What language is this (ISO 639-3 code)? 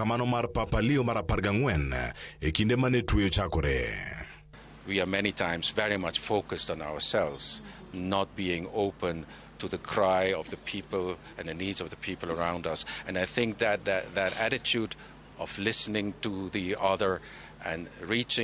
luo